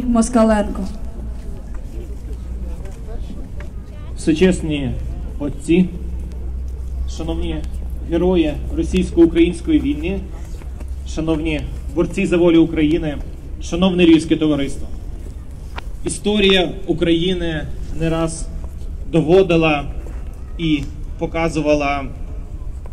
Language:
Ukrainian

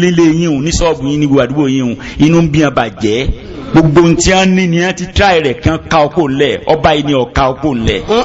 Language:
Yoruba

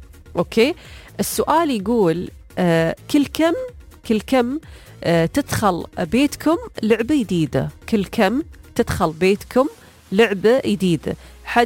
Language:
Gulf Arabic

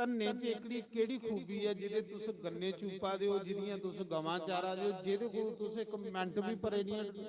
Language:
Dogri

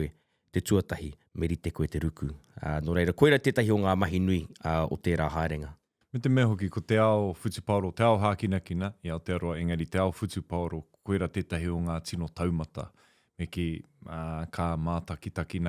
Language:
Māori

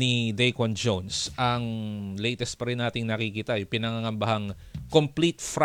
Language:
Filipino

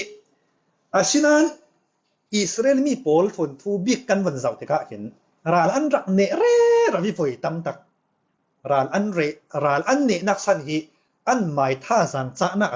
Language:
Falam Chin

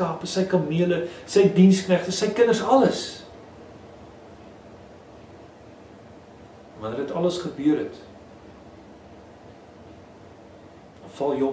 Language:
Afrikaans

